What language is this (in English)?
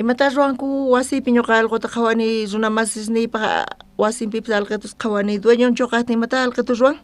South Bolivian Quechua